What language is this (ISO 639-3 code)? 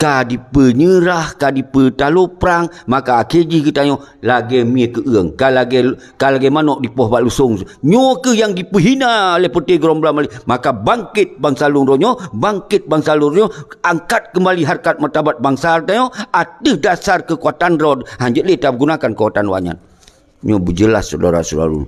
ace